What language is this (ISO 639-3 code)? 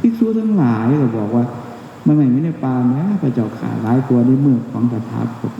tts